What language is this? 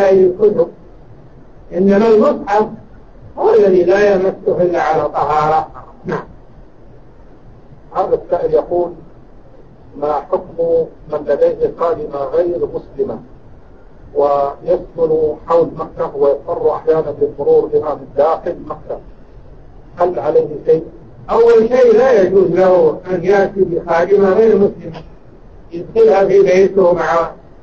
Arabic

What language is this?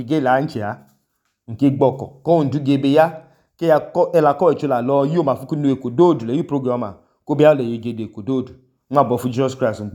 Idoma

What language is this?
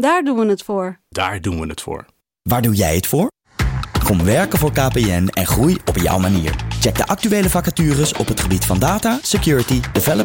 Dutch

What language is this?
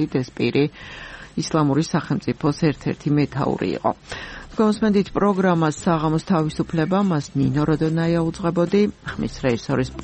Georgian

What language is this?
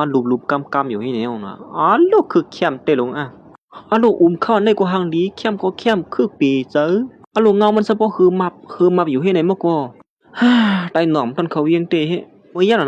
Shan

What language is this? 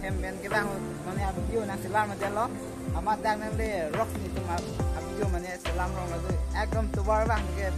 Karbi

